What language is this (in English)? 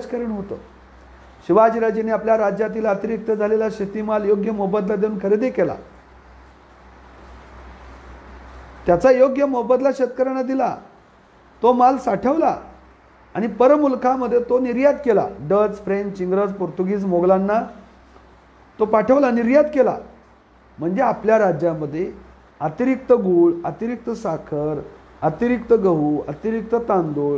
Marathi